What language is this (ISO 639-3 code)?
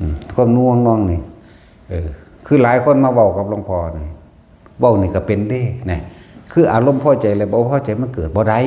tts